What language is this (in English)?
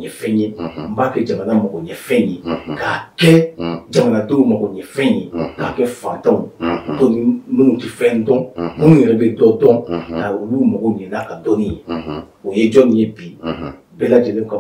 Bambara